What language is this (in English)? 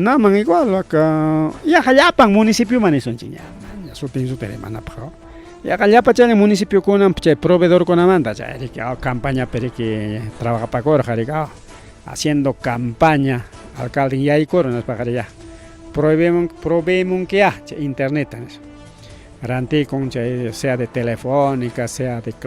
Ayacucho Quechua